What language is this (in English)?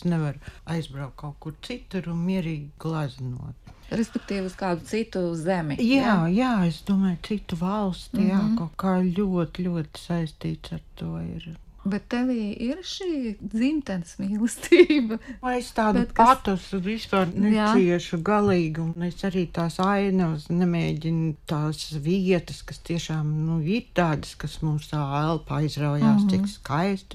Latvian